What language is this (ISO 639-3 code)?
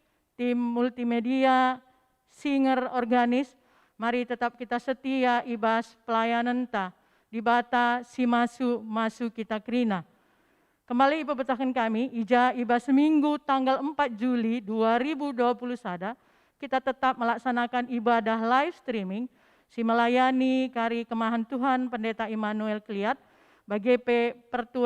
btx